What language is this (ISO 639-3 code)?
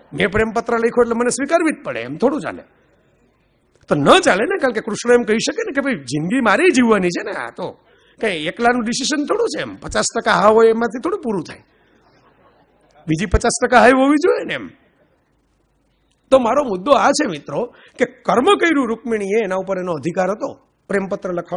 guj